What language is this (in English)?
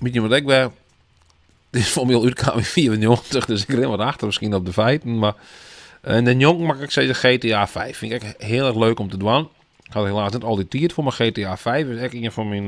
Western Frisian